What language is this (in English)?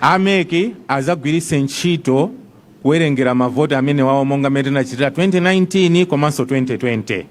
Nyanja